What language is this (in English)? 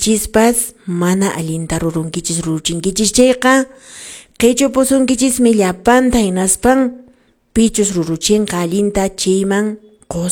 Quechua